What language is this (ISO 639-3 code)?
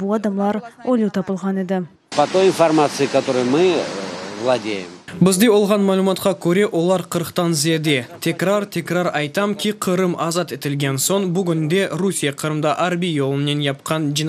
crh